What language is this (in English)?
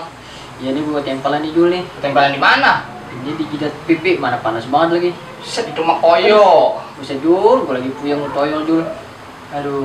Betawi